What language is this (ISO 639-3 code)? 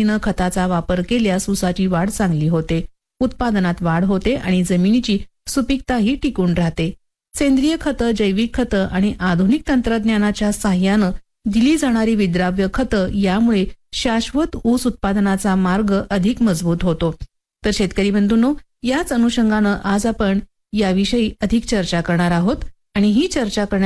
mar